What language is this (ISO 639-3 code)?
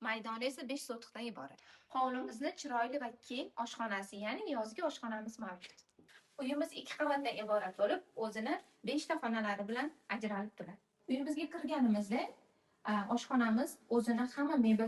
uzb